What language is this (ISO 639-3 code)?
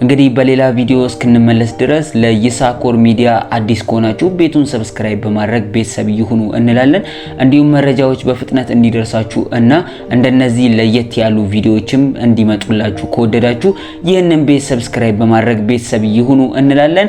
amh